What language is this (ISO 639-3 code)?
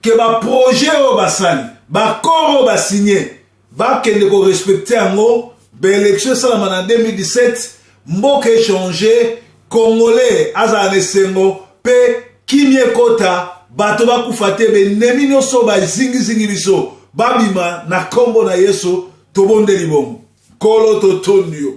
lin